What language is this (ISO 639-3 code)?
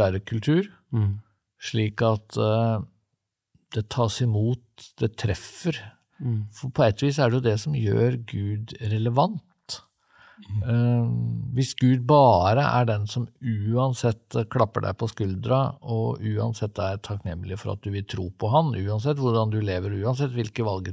nor